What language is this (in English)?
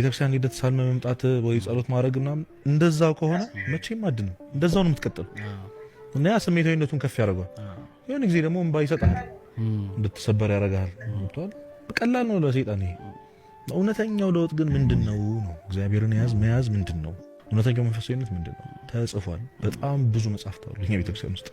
Amharic